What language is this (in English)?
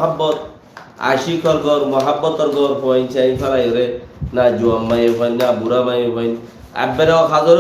Rohingya